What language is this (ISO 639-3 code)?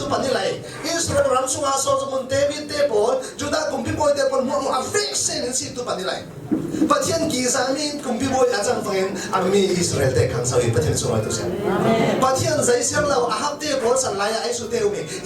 cfm